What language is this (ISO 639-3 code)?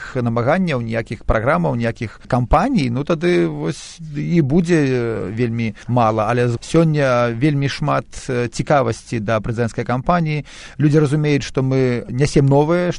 bel